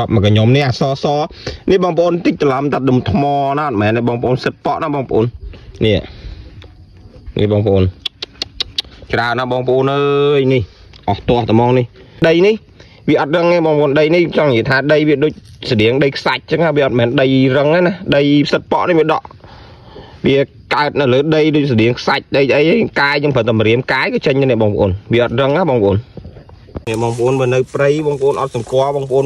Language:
Khmer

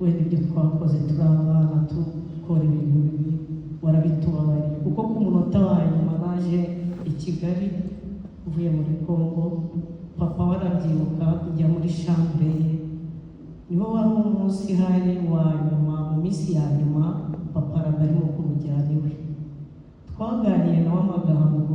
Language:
Kinyarwanda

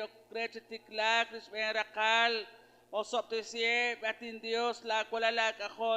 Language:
Kekchí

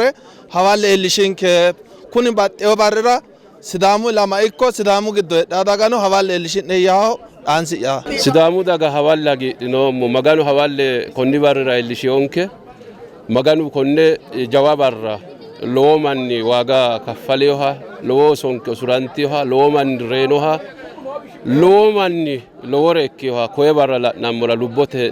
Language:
Sidamo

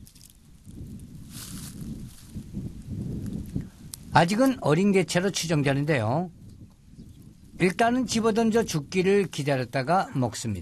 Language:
Korean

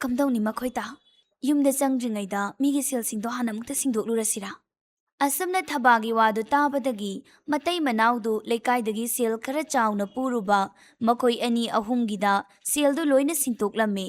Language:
Manipuri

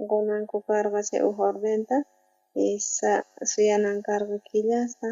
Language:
South Bolivian Quechua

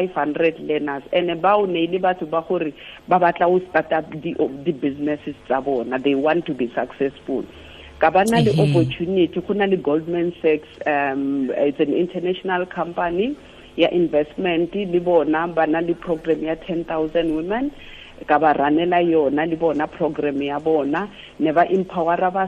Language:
Tswana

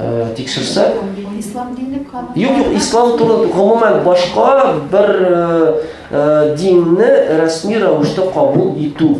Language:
Tatar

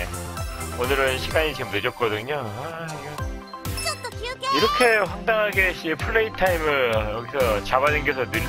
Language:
Korean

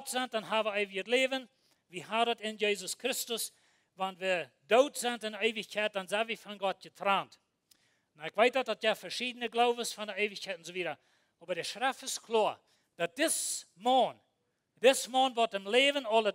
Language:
Plautdietsch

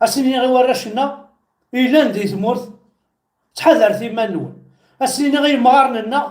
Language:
Kabyle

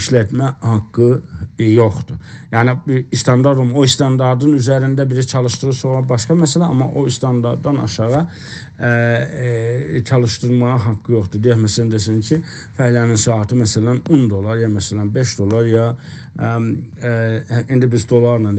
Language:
South Azerbaijani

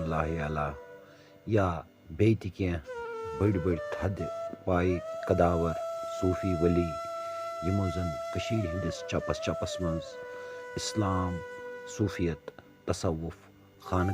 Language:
Kashmiri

